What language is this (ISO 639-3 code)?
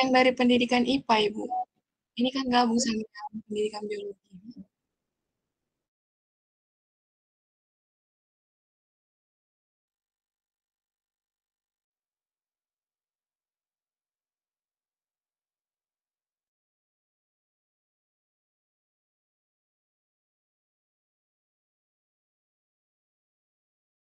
ind